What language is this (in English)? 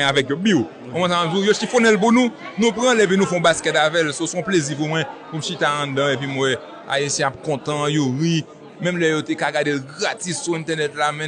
Haitian Creole